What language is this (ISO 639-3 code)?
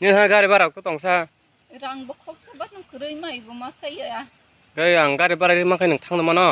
trp